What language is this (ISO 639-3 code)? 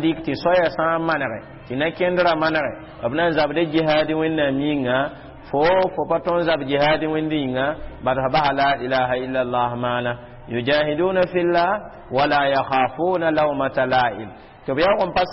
mos